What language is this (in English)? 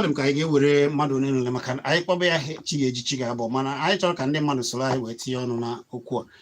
Igbo